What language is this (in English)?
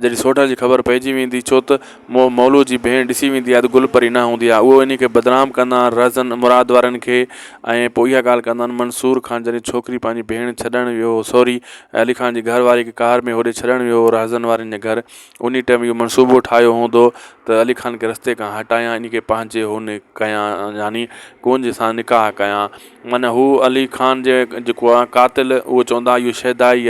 Sindhi